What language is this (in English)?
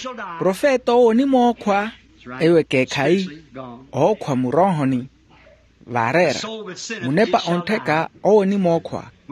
Makhuwa